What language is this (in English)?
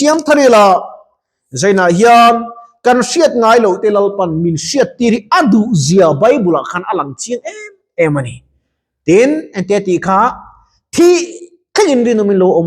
Mizo